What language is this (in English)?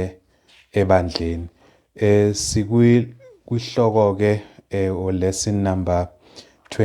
Zulu